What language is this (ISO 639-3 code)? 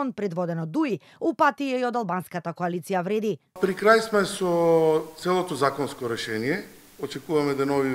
mkd